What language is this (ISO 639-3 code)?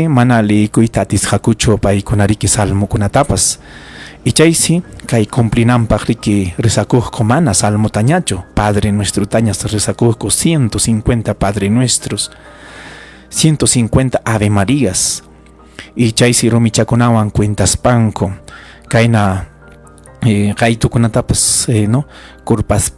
quy